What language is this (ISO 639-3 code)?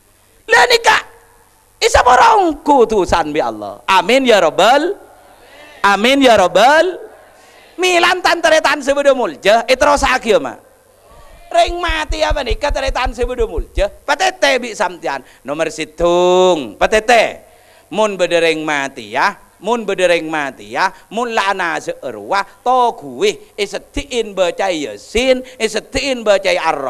mad